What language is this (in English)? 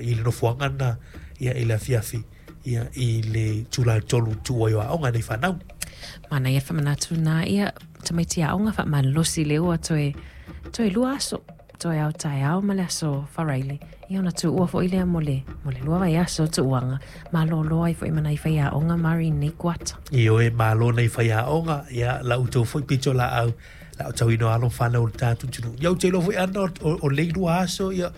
Samoan